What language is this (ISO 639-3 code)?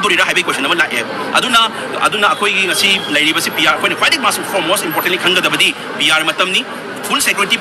mni